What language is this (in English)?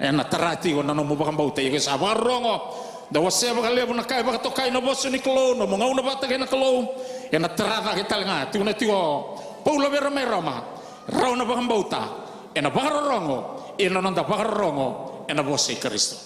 Fijian